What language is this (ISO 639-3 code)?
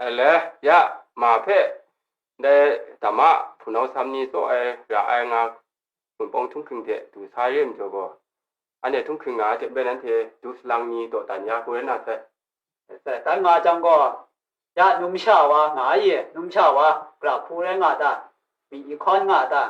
kac